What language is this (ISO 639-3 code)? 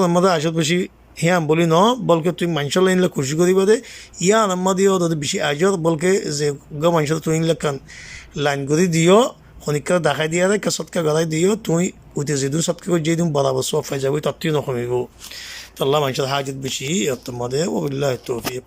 rhg